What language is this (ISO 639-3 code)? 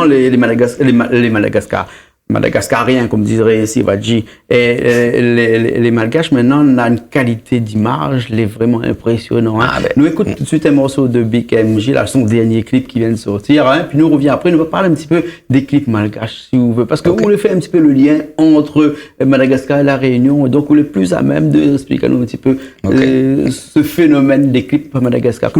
rcf